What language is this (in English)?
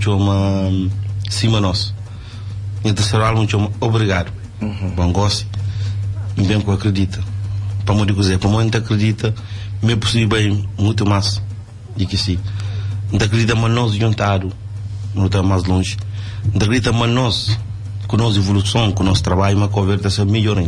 Kabuverdianu